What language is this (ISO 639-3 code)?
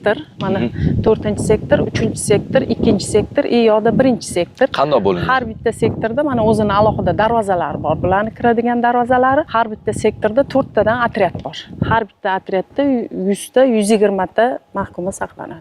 uzb